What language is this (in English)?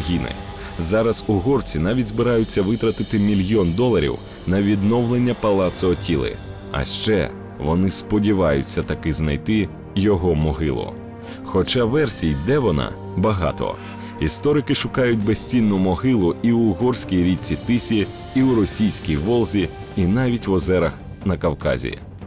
Ukrainian